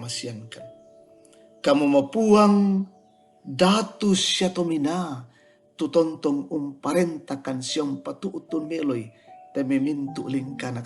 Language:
Toraja-Sa'dan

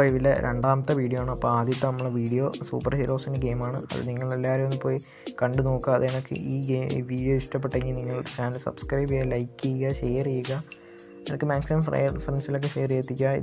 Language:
Malayalam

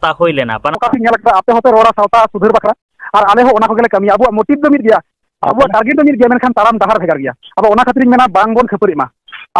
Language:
Santali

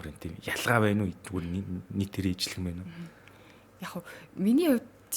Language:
Mongolian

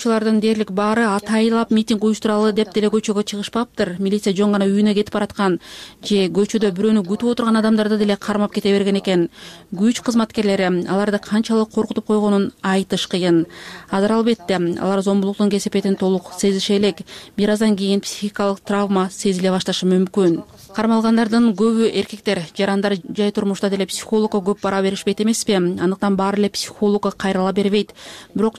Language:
Kyrgyz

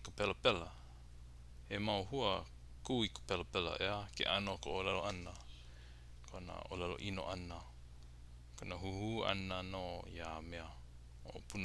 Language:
Hawaiian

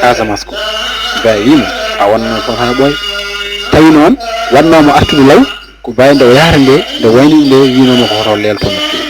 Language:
Fula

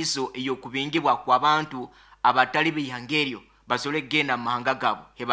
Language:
Nyoro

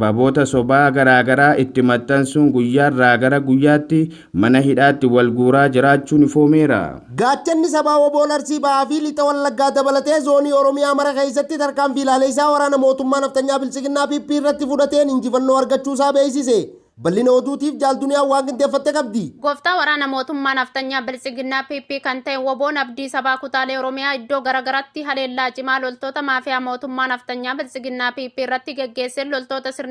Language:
Oromo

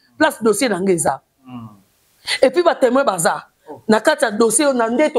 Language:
Lingala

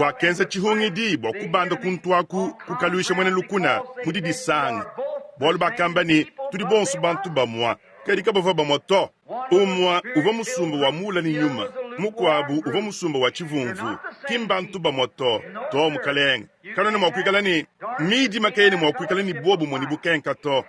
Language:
Luba-Lulua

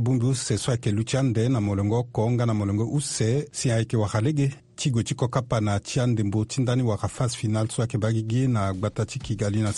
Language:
Sango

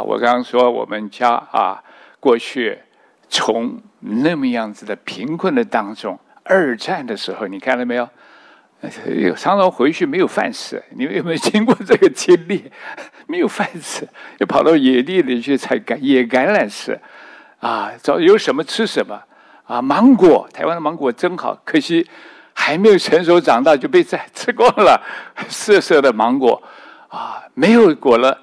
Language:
Chinese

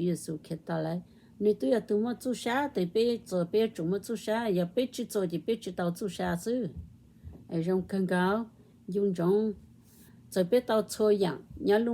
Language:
Hmong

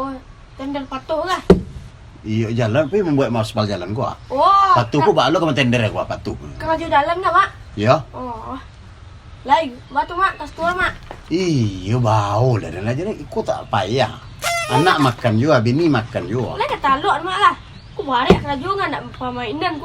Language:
Minangkabau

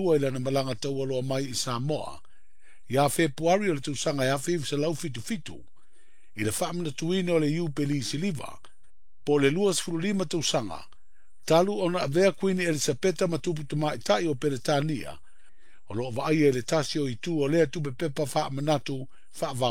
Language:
Samoan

